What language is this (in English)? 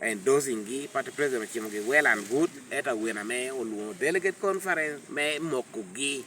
Lango (Uganda)